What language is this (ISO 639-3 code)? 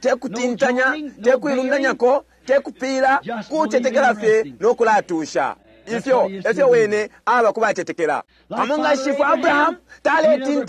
bem